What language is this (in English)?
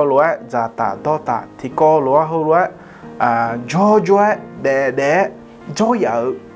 Akha